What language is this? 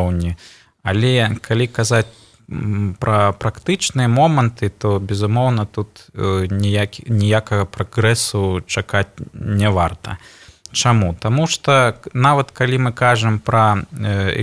Belarusian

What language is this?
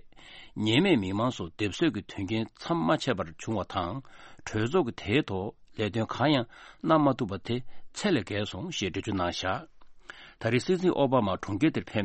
Tibetan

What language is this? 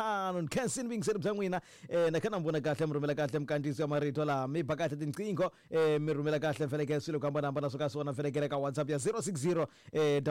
Tsonga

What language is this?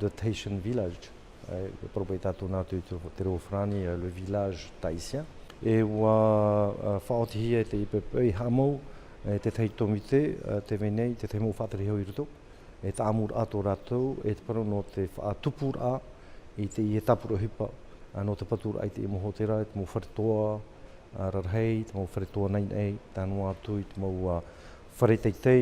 Tahitian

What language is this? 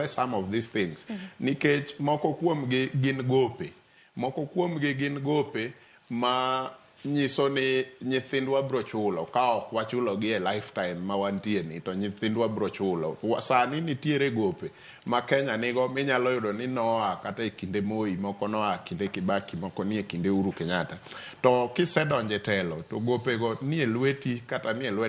Luo (Kenya and Tanzania)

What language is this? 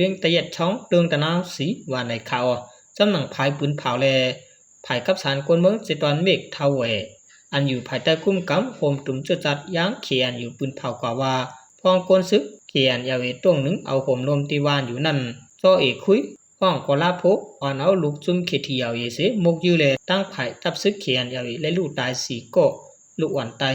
Shan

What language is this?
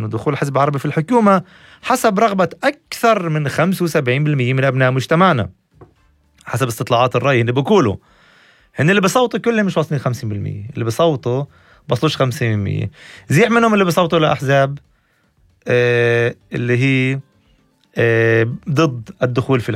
North Levantine Arabic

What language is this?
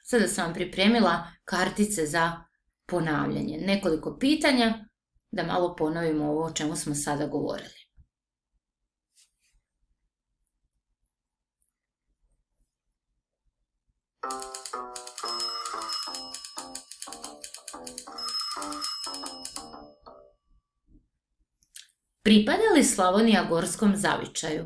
Croatian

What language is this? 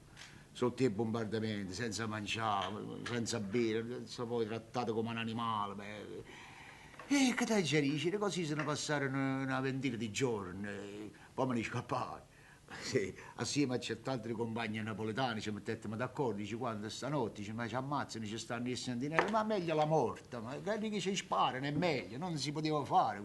Neapolitan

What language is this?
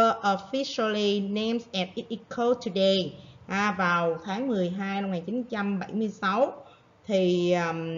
Vietnamese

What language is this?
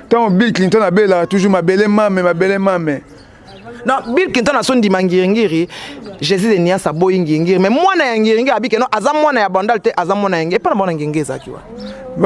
Lingala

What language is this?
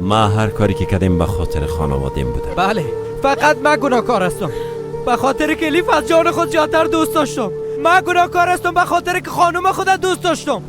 Persian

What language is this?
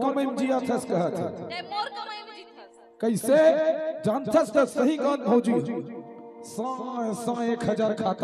Chhattisgarhi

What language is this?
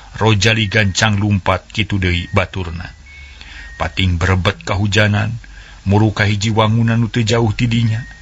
Sundanese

